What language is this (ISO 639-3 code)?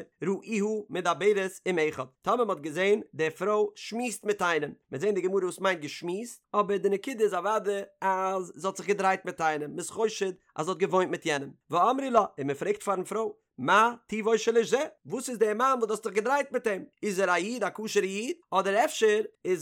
yid